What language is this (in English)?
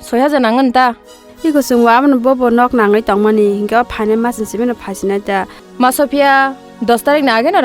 Kok Borok